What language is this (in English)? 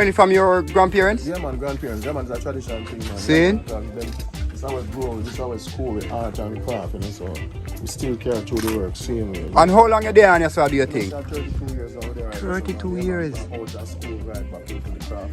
Jamaican Creole English